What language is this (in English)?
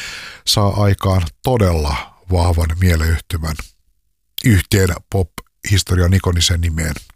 Finnish